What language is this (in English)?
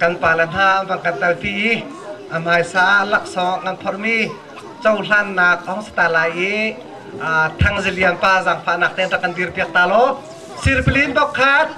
Hakha Chin